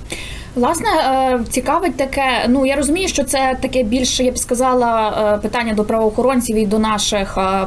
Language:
Ukrainian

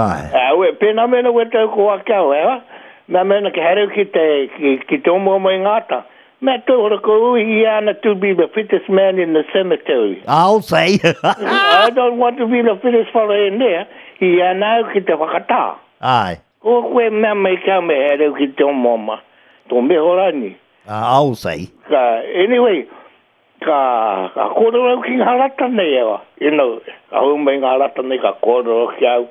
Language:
Māori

